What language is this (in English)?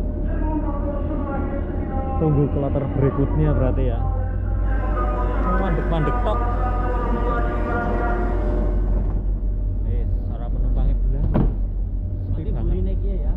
Javanese